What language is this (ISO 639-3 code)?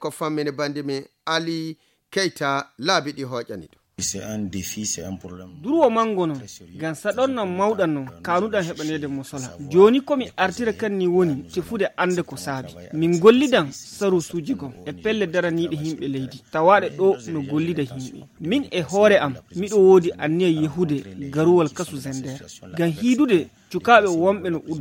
ful